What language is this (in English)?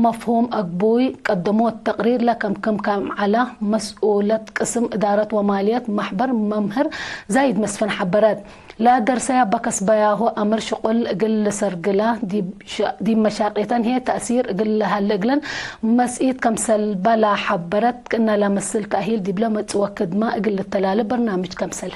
Tigre